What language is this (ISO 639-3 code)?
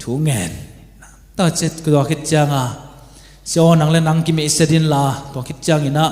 ctd